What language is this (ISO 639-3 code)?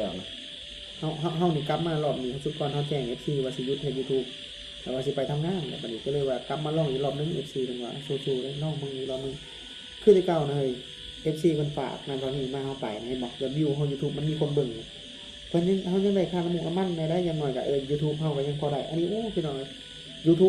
tts